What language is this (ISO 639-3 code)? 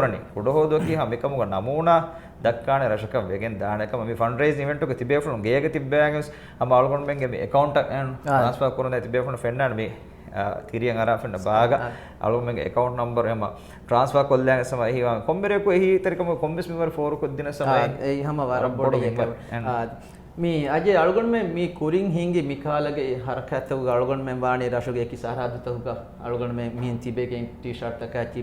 div